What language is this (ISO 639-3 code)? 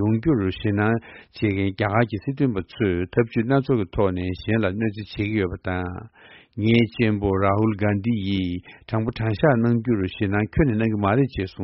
bod